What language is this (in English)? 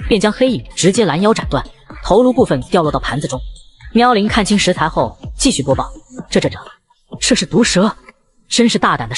Chinese